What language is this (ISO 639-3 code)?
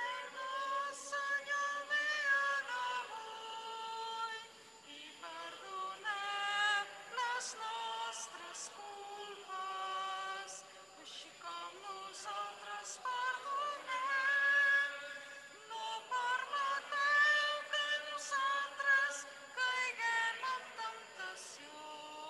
cat